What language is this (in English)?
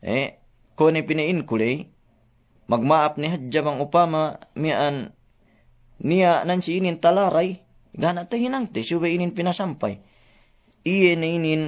Yakan